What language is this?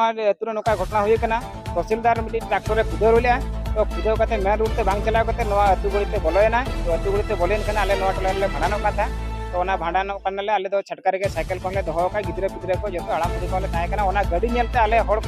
Santali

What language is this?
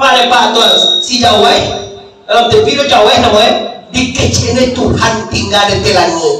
Minangkabau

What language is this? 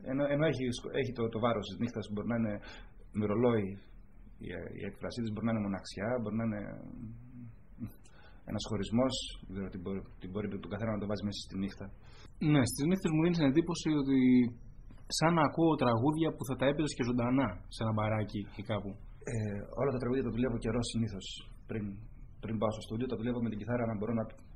Greek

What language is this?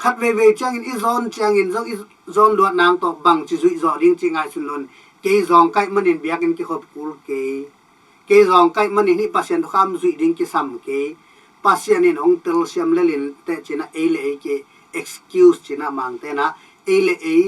Tedim Chin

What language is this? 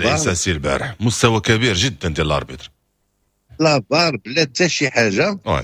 Moroccan Arabic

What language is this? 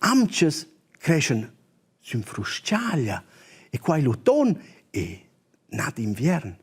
Romansh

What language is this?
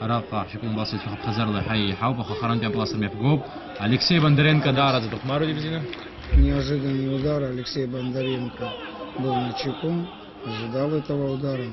Abkhazian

